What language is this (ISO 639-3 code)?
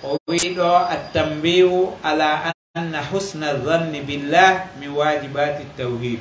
fuf